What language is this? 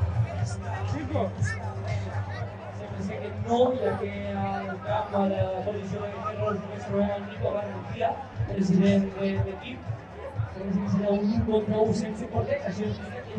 Catalan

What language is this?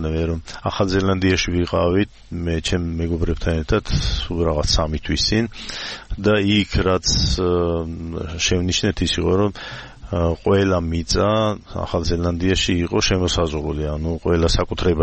Georgian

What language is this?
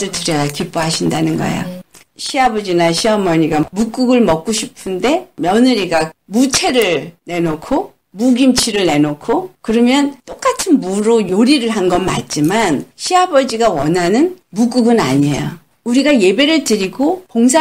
Korean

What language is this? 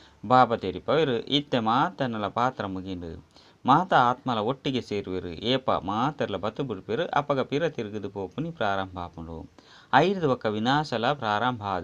Tulu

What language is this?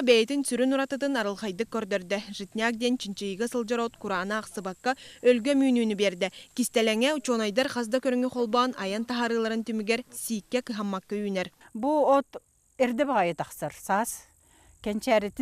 Yakut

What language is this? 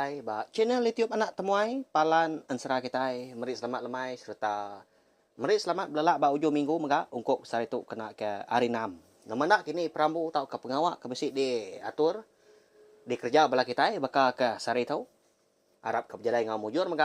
Iban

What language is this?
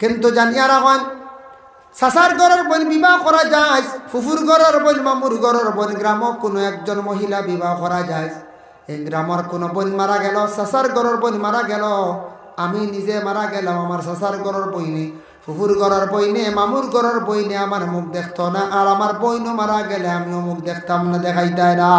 Sylheti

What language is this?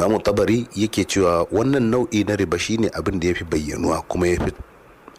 Hausa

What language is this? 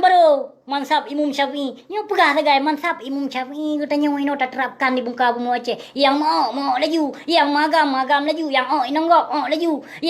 Achinese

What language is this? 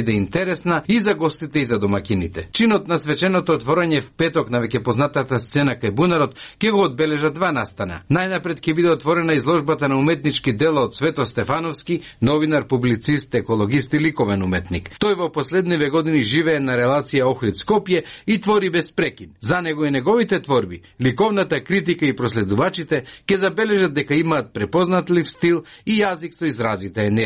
Macedonian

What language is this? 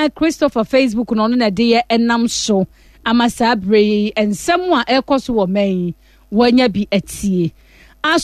Akan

